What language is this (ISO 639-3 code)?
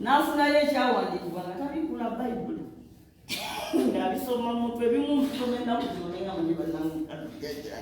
lug